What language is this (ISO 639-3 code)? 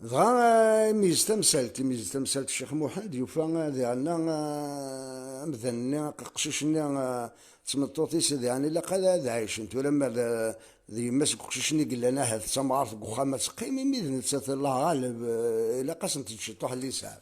kab